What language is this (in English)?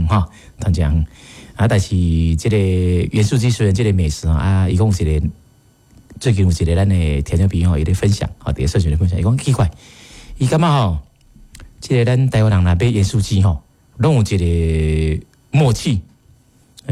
Min Nan Chinese